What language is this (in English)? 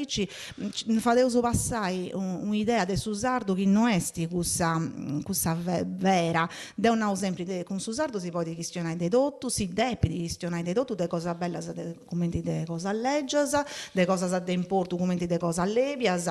Sardinian